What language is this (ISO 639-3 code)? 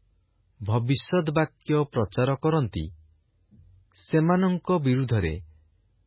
ori